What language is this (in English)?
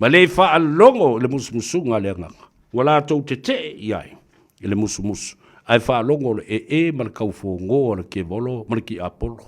Samoan